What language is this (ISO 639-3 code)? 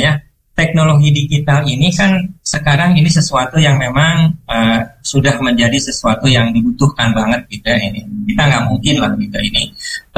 ind